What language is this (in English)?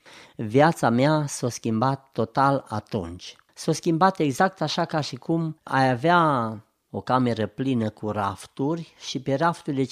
Romanian